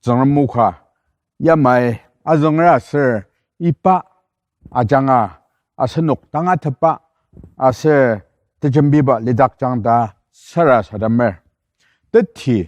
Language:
Ao Naga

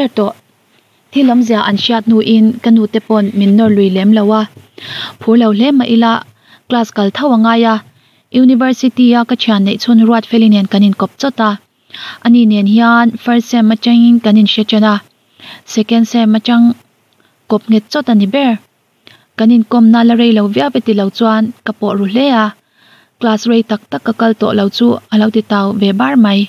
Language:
Mizo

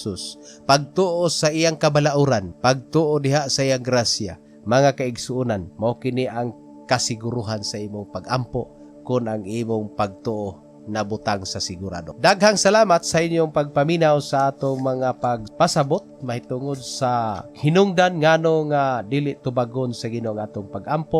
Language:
Cebuano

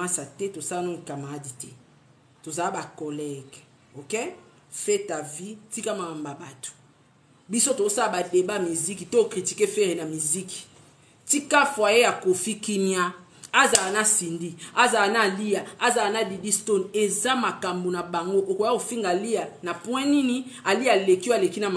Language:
Lingala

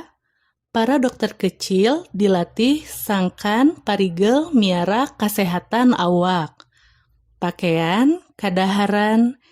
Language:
Sundanese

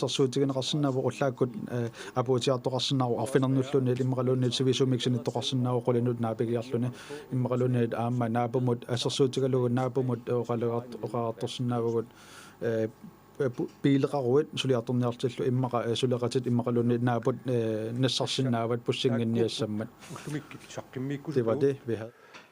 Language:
Kalaallisut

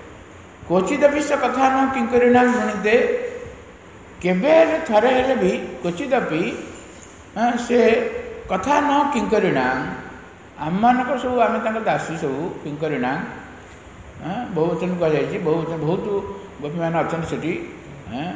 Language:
Odia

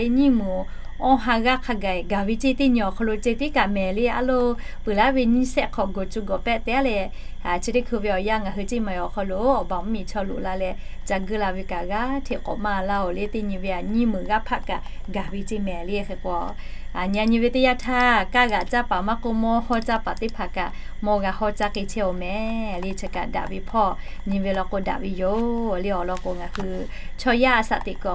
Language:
Lahu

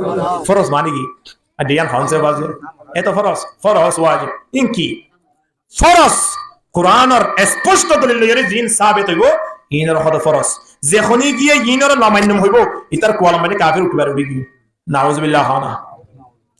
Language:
Rohingya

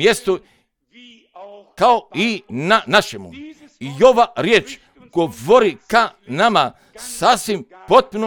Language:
Croatian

